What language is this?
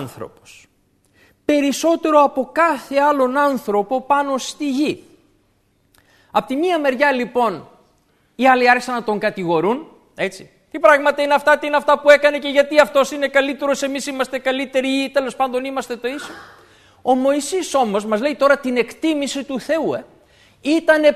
Greek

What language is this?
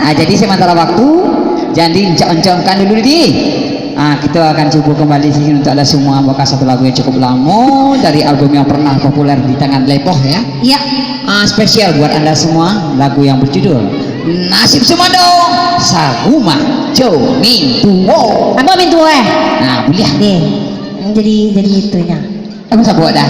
Minangkabau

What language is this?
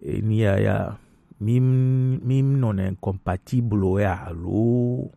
Gen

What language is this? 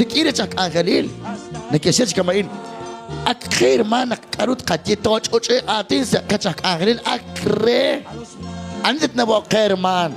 Kekchí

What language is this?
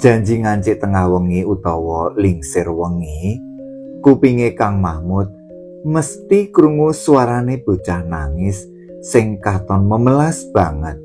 Javanese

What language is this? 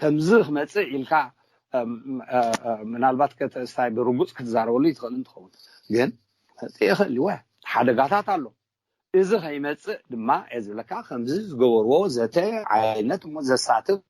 Tigrinya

